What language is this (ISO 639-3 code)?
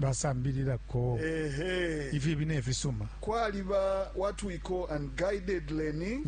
bem